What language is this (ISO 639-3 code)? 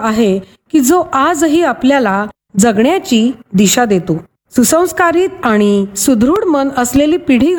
mar